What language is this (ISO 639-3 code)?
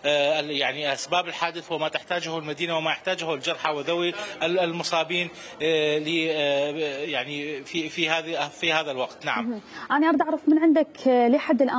acm